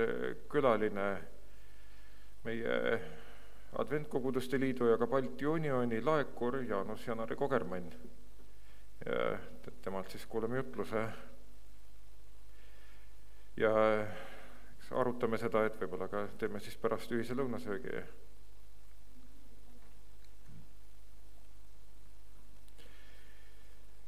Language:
Estonian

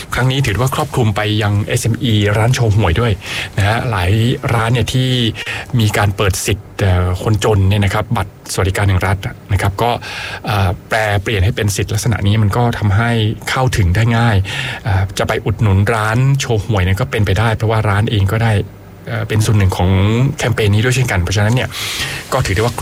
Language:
Thai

